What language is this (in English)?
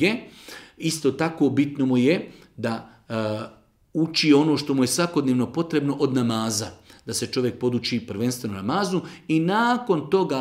Bosnian